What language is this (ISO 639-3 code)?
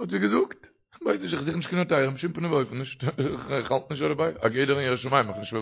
yid